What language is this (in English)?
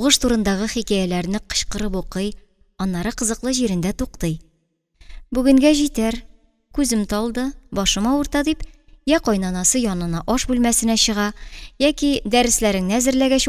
Tatar